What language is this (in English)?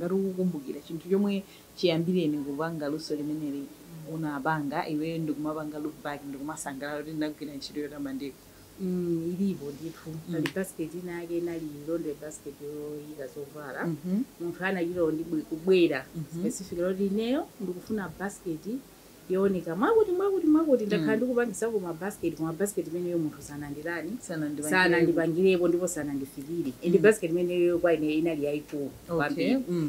Nyanja